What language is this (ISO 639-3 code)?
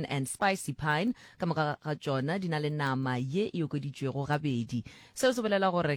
nso